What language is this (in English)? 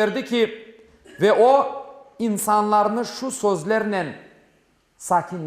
Crimean Tatar